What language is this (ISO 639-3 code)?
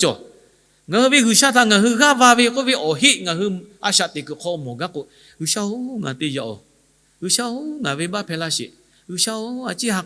lhu